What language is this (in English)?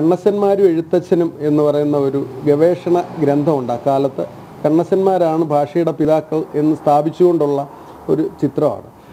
Malayalam